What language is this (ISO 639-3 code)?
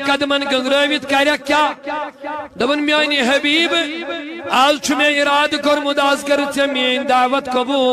kas